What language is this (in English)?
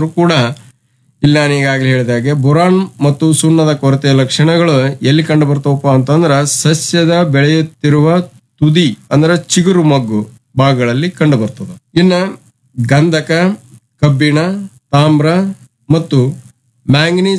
Kannada